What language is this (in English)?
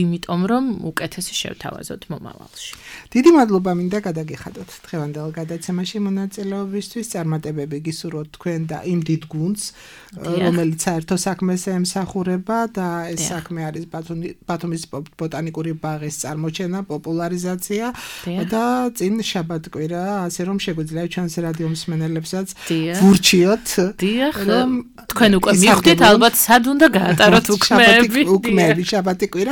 Georgian